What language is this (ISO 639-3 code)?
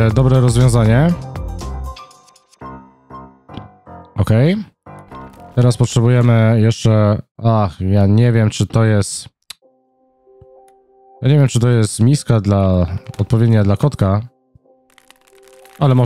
pol